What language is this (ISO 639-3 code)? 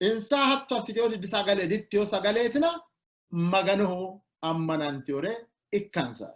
sid